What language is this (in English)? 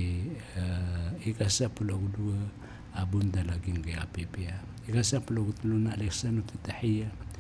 Maranao